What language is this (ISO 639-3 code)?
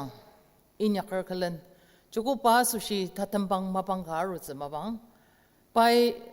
njo